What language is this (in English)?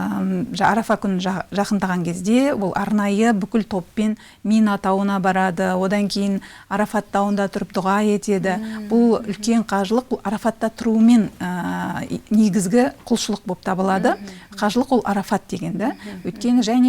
Kazakh